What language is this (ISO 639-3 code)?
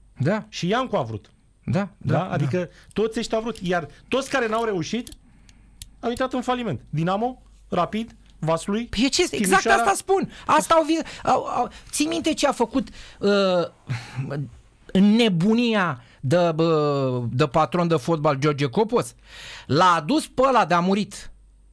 ron